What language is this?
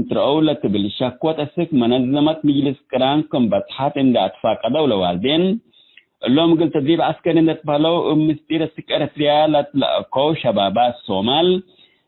Tigre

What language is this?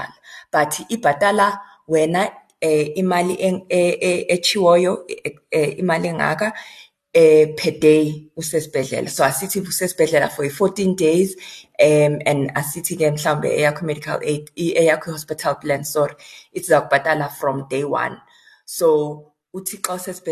Xhosa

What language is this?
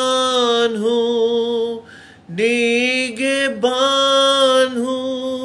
Hindi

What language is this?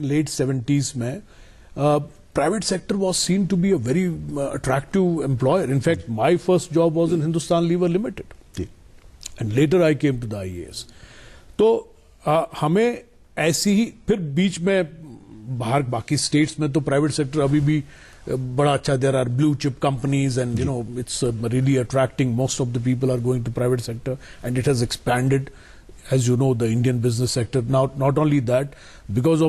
Urdu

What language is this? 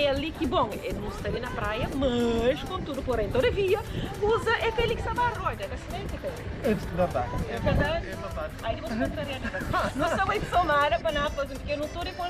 Kabuverdianu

